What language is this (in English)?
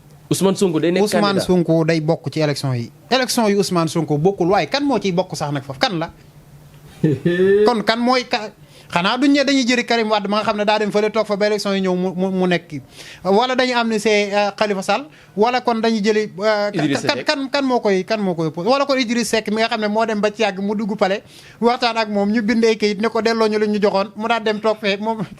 Wolof